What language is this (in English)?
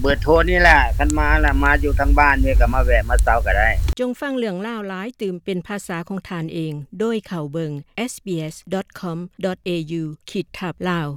Lao